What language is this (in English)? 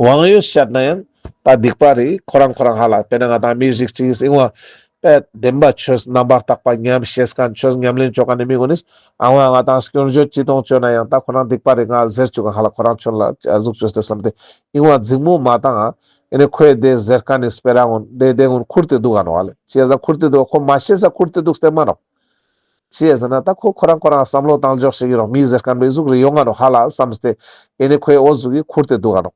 Ladakhi